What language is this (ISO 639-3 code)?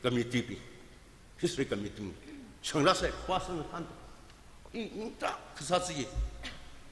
nmf